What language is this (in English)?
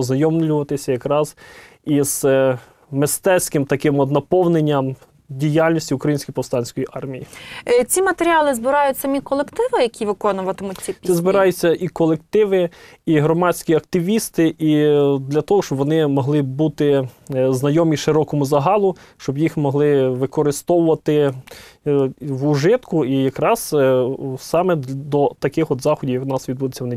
Ukrainian